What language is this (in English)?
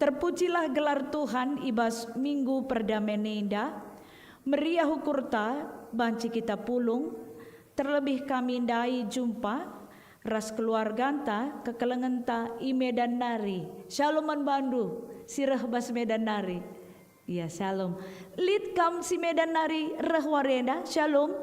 Batak Karo